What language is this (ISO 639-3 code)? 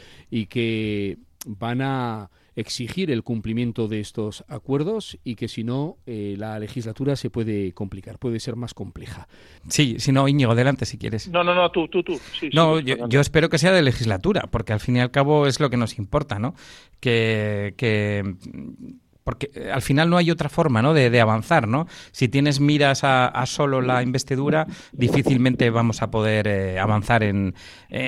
spa